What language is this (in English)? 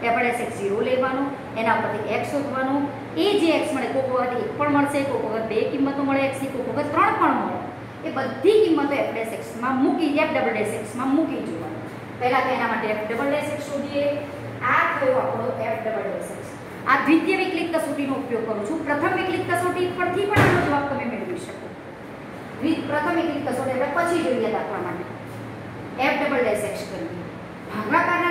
Gujarati